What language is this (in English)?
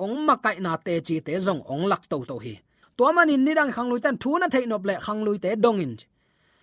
Tedim Chin